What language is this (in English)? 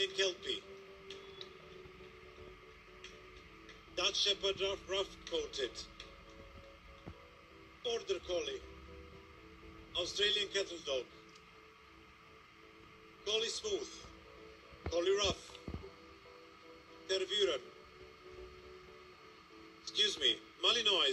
Russian